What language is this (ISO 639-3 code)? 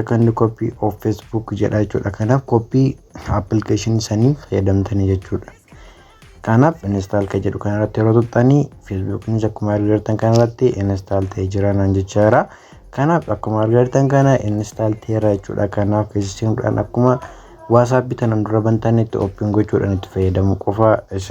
orm